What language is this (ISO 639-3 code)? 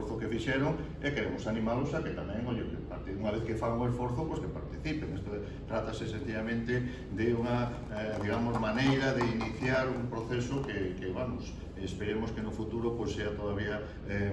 glg